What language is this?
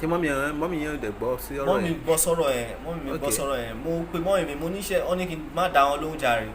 Yoruba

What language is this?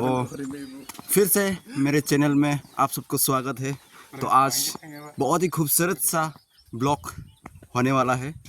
Dimasa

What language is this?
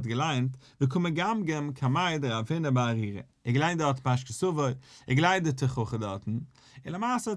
Yiddish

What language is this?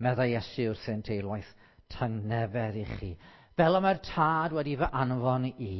Welsh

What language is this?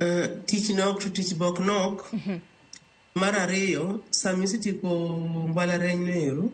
Luo (Kenya and Tanzania)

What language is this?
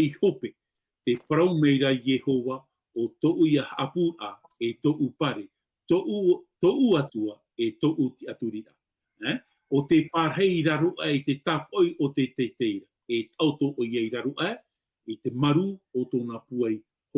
Tahitian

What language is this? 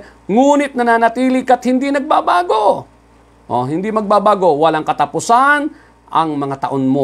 Filipino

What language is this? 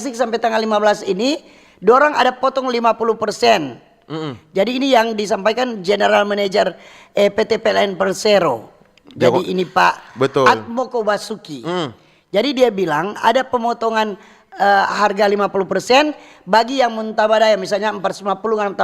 Manado Malay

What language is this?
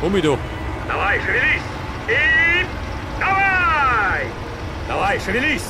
Bavarian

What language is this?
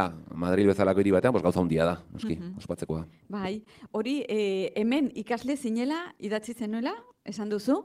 Basque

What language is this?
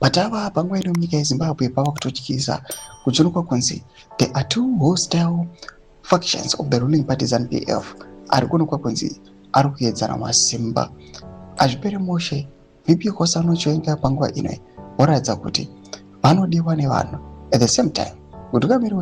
Shona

